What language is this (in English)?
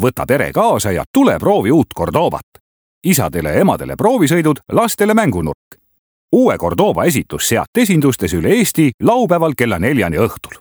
Estonian